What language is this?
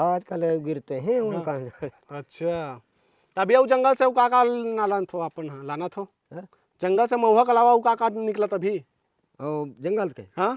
Chhattisgarhi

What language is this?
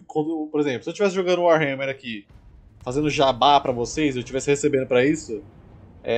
Portuguese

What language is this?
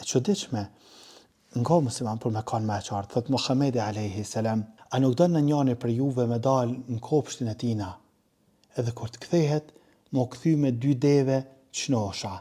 Albanian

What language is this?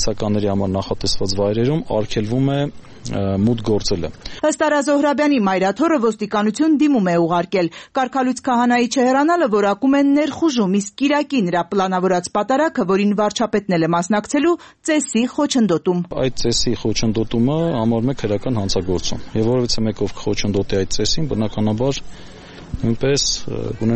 Armenian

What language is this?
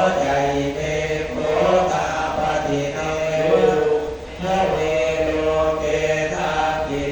Pali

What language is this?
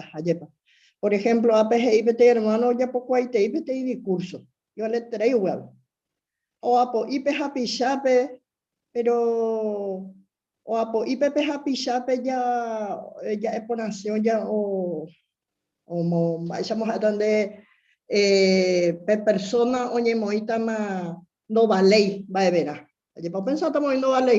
Guarani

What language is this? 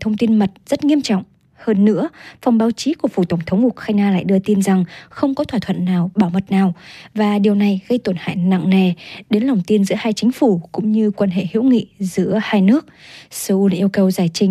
Vietnamese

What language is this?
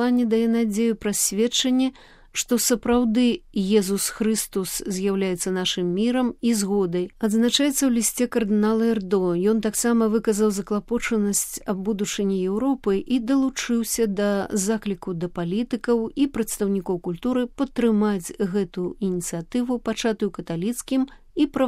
Belarusian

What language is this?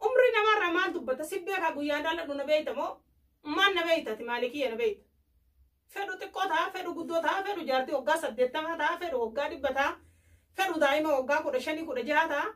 Oromo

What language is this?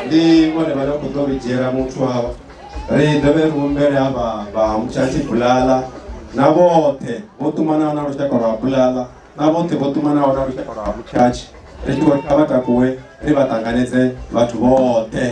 Venda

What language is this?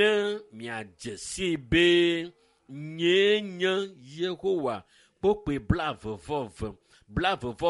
Ewe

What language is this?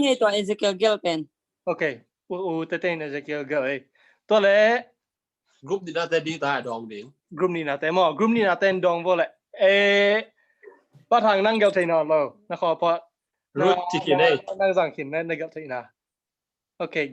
Tedim Chin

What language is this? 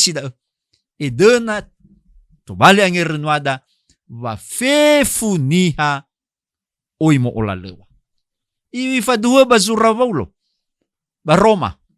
Nias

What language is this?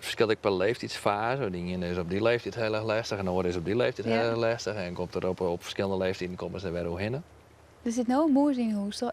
Western Frisian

